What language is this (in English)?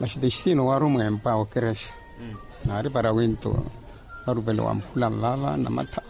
Makhuwa